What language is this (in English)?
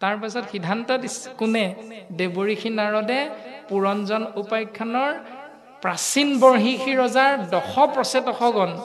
Assamese